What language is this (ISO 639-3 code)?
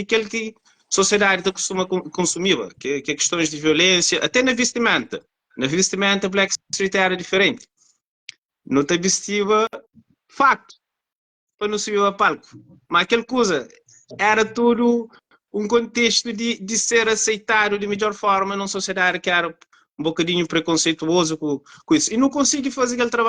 kea